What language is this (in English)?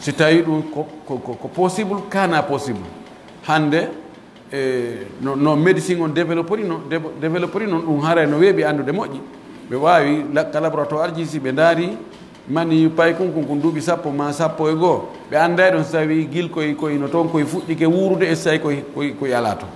Pular